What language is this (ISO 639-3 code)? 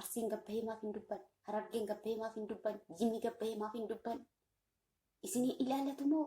orm